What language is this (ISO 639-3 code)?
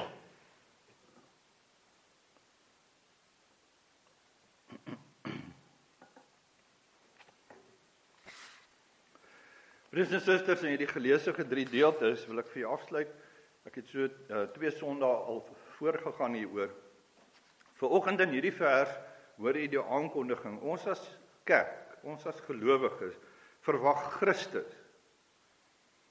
afr